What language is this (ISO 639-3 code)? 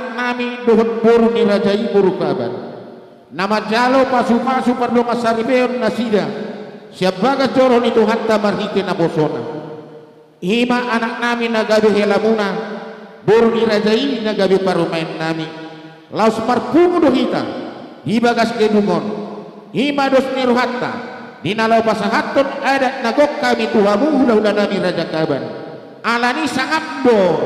btx